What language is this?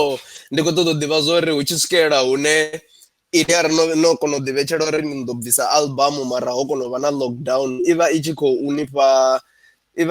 Venda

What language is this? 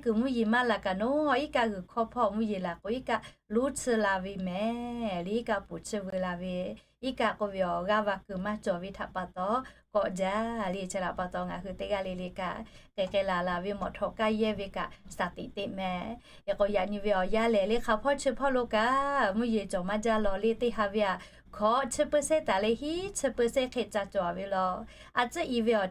Lahu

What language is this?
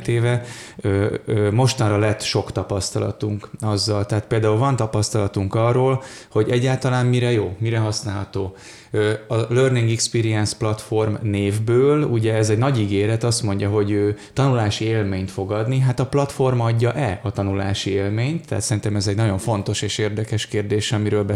Hungarian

